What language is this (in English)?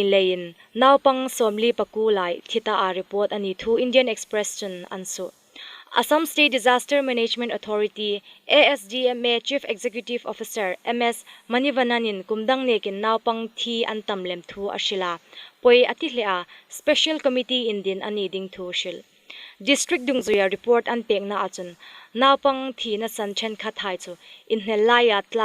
Hmar